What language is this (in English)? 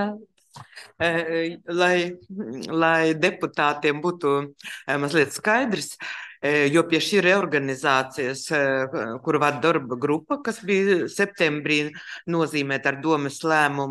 Latvian